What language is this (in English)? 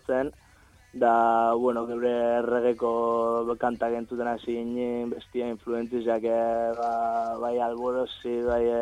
Basque